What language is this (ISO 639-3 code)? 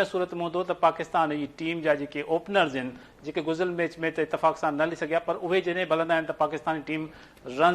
snd